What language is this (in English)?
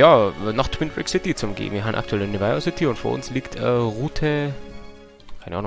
Bavarian